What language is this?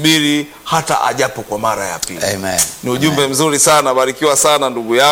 Swahili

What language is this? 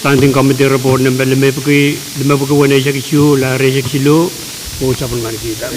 Pohnpeian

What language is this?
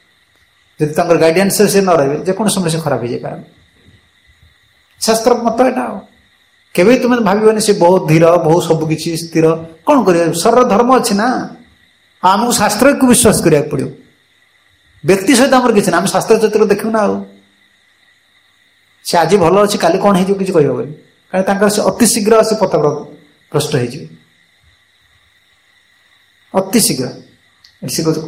Odia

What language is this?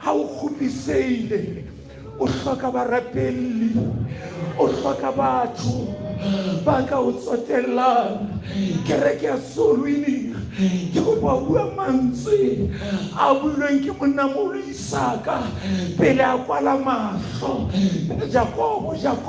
Southern Sotho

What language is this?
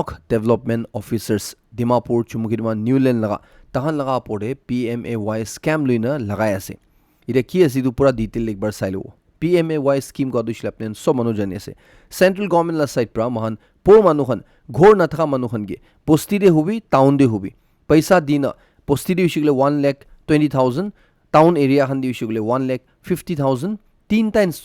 Naga Pidgin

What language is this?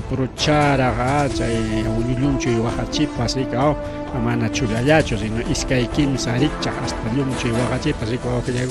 Ayacucho Quechua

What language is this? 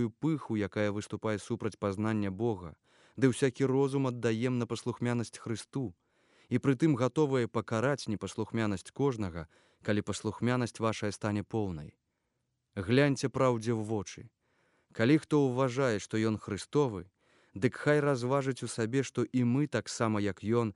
Belarusian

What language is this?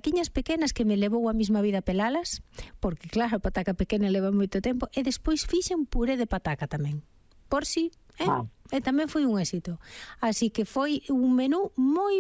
Galician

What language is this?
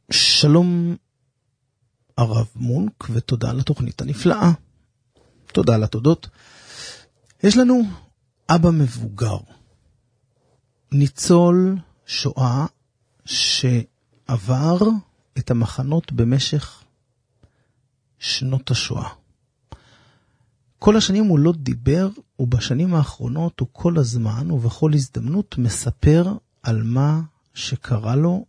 Hebrew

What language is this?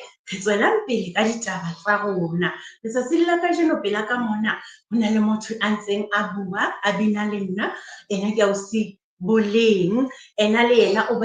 Southern Sotho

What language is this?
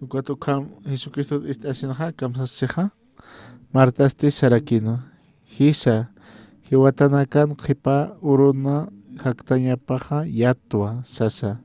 Aymara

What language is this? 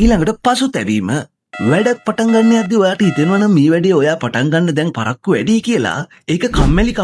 Sinhala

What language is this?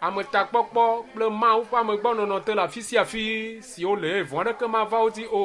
Ewe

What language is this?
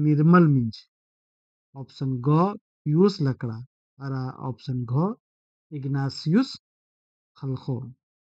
Kurukh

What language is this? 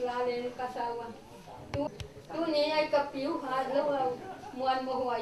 Paite Chin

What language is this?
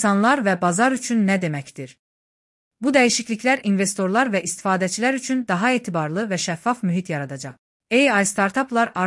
Azerbaijani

